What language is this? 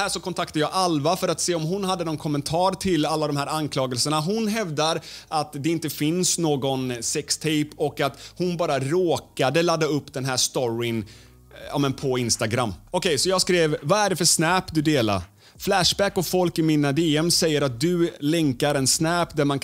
Swedish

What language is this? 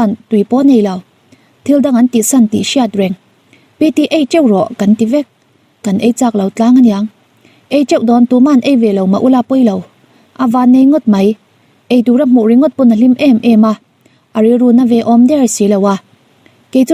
Mizo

